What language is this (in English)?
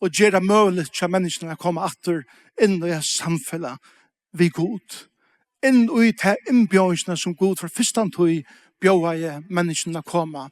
Faroese